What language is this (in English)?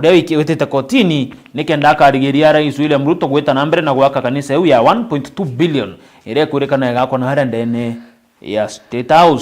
Meru